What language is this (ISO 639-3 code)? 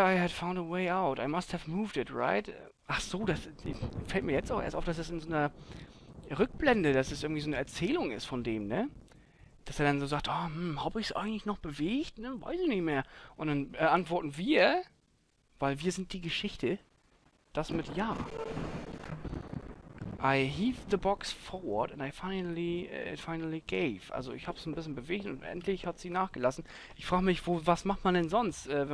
deu